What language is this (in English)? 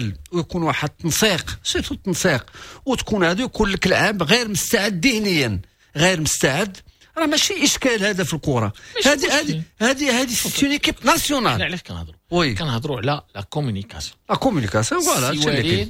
Moroccan Arabic